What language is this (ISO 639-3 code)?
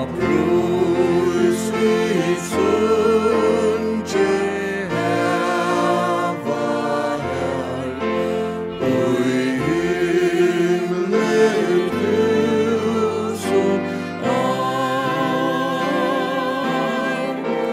fao